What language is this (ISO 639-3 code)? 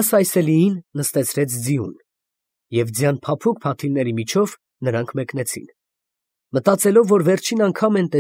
hye